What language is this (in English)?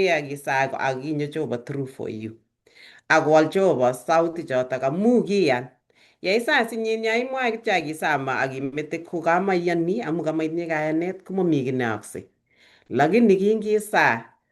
Kalenjin